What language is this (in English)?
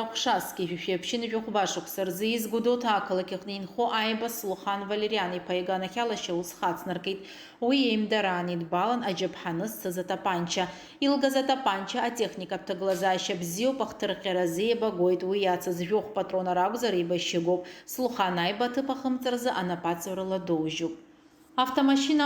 Abkhazian